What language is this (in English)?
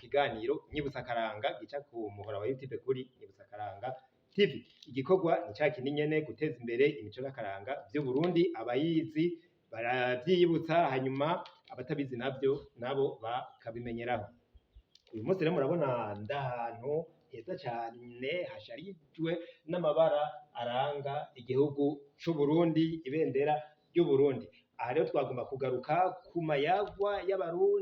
Rundi